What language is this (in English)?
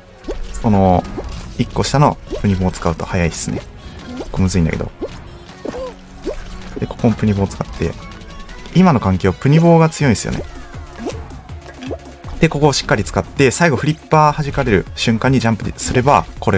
Japanese